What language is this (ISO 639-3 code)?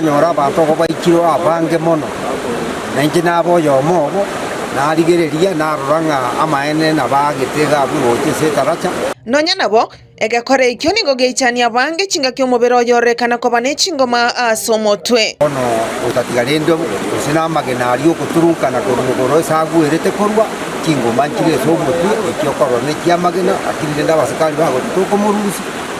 guz